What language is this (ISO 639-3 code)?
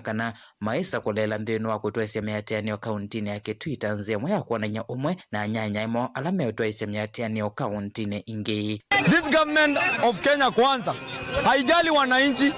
kam